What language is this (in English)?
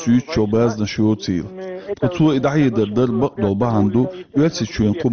Chechen